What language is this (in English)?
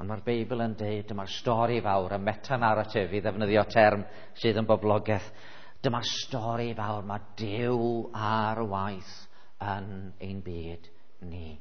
Welsh